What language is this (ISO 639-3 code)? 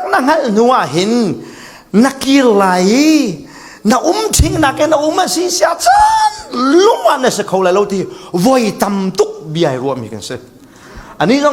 cfm